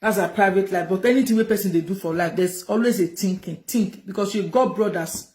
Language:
Nigerian Pidgin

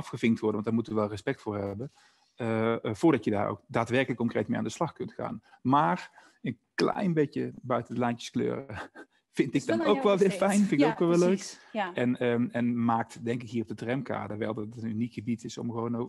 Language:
Dutch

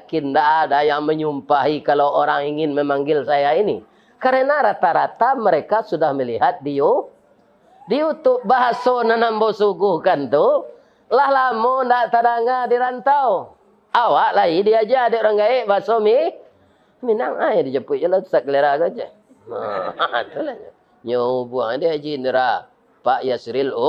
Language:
Minangkabau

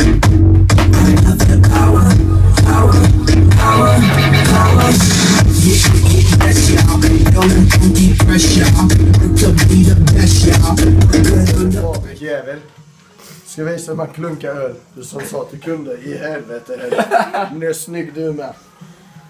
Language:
Swedish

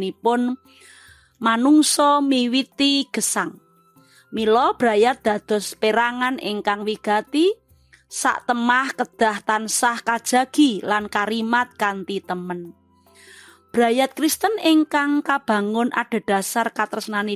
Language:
Javanese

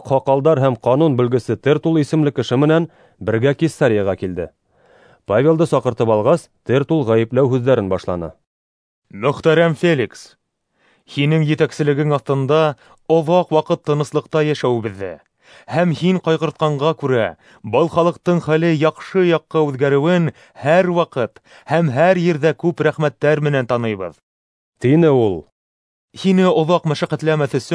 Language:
Bashkir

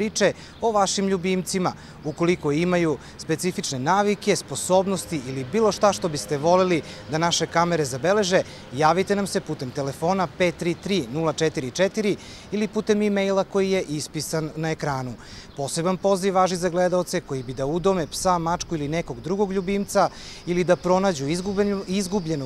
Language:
Serbian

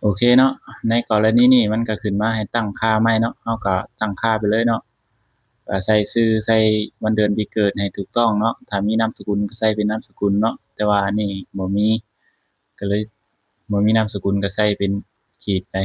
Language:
Lao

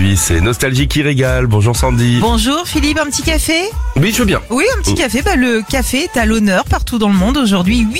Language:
French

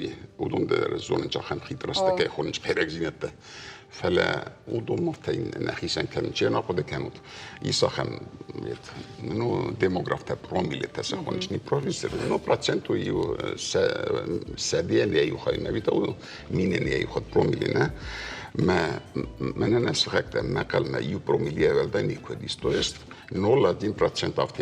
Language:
Ossetic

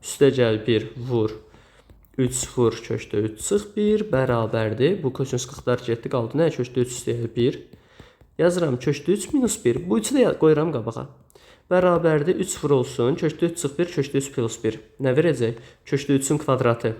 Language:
Azerbaijani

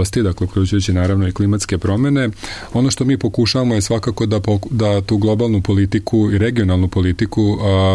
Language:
Serbian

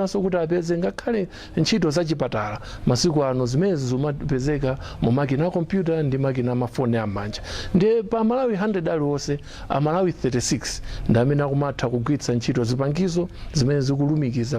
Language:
Nyanja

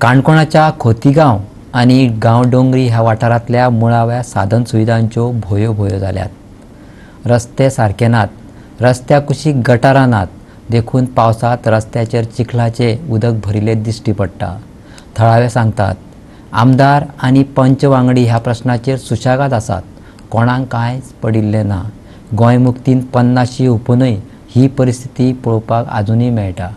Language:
Konkani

